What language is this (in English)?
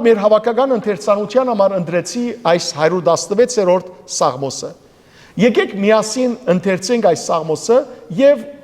Western Armenian